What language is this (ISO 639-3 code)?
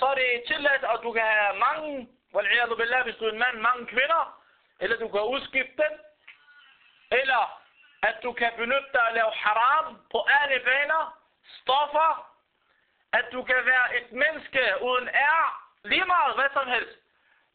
dan